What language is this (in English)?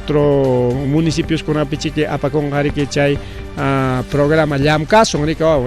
Ayacucho Quechua